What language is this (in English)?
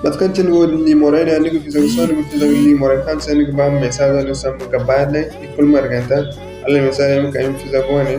Zarma